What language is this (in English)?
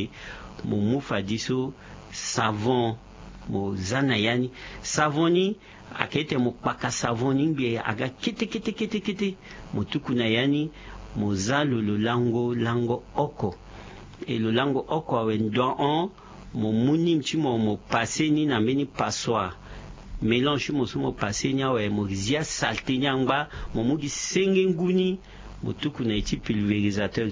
Sango